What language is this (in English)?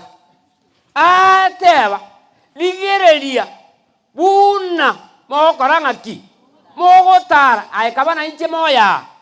Gusii